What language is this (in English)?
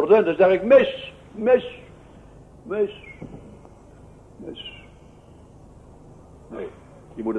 Dutch